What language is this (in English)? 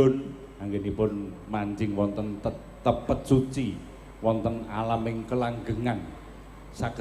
Javanese